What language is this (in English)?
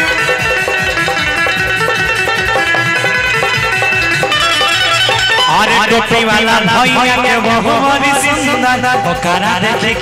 Bhojpuri